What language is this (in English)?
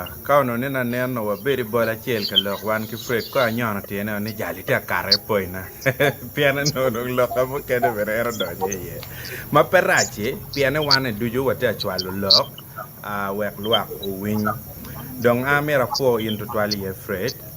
Acoli